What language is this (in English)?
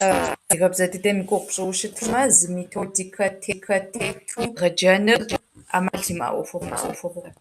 Kabardian